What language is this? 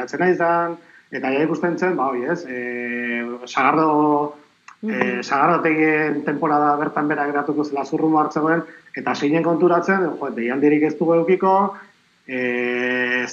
Basque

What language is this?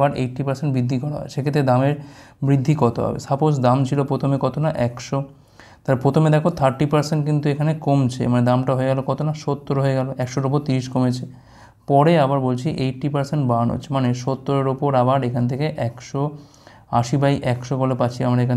Bangla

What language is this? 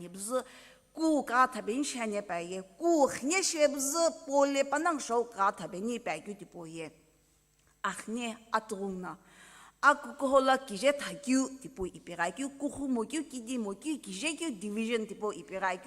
Sumi Naga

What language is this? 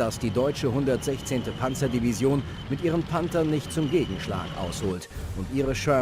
Bavarian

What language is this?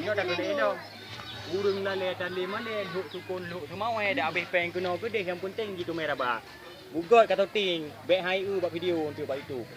Achinese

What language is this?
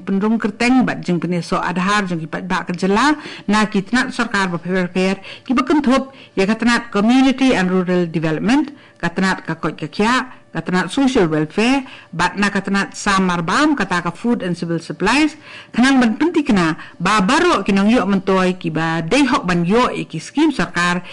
Khasi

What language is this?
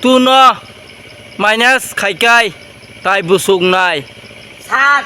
Kok Borok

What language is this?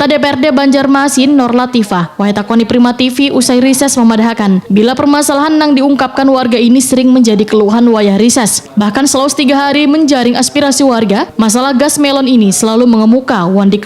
Banjar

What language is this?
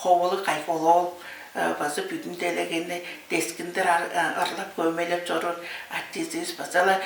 Tuvinian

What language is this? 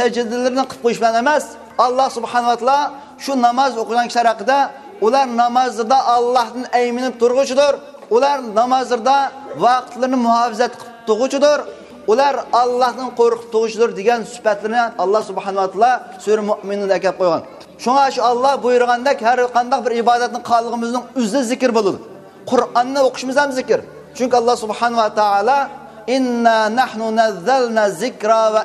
Uyghur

